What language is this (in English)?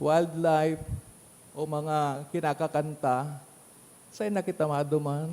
Bikol